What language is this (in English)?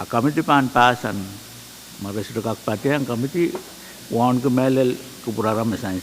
Pohnpeian